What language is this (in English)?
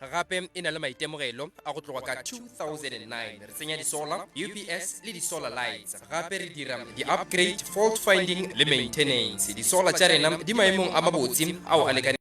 Northern Sotho